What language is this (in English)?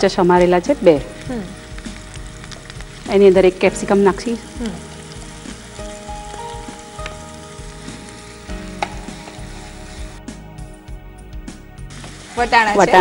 Gujarati